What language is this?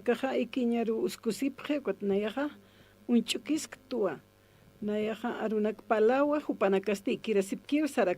Aymara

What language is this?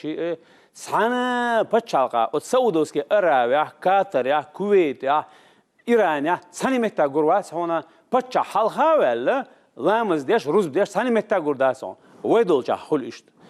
Chechen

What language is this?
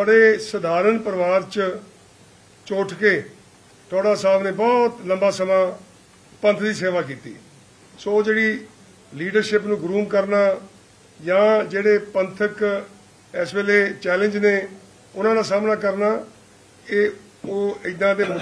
Punjabi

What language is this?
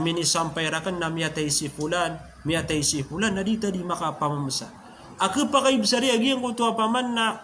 Maranao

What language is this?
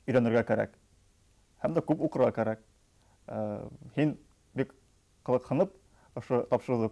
Bashkir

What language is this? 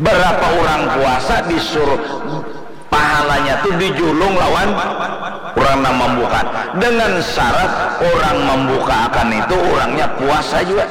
Banjar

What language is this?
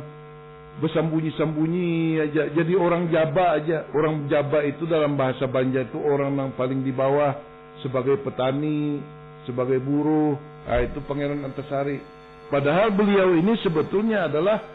Banjar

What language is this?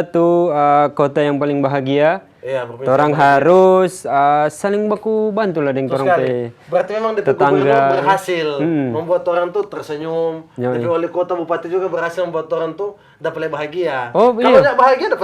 Manado Malay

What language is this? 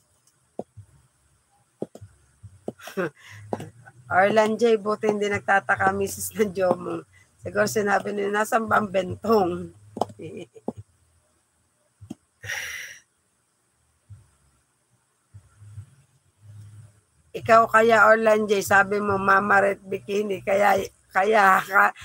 Filipino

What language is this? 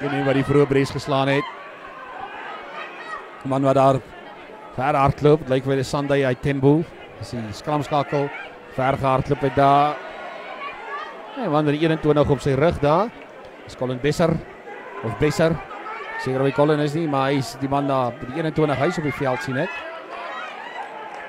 Afrikaans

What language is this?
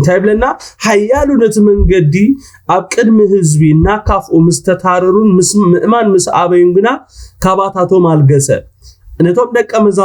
Tigrinya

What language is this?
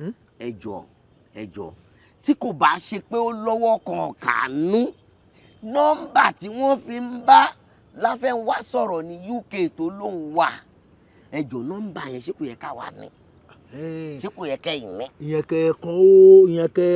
Yoruba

